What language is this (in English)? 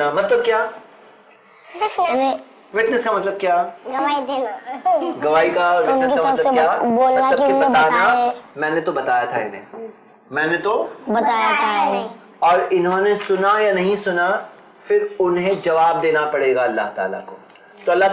Urdu